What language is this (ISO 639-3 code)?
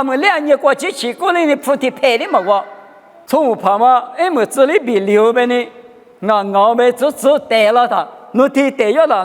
lis